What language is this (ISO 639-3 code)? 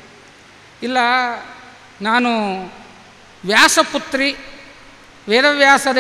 kan